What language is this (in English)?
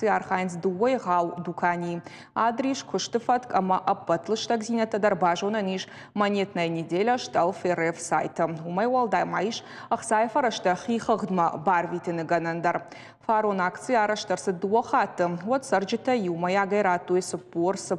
Ossetic